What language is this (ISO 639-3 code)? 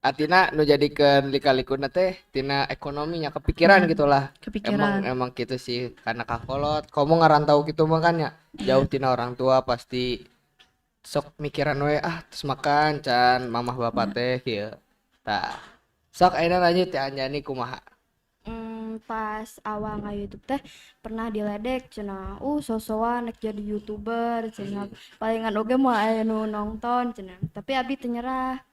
sun